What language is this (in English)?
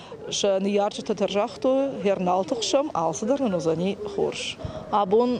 Ossetic